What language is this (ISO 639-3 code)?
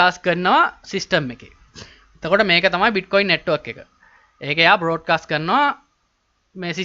sin